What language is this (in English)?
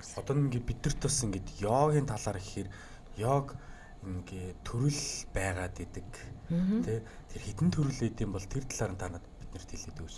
Mongolian